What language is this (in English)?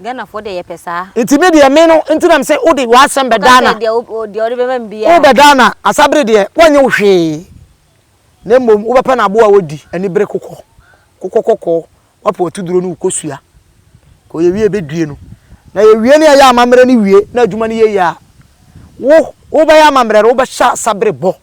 Akan